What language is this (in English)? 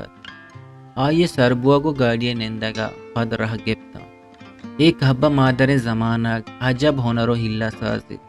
Eastern Balochi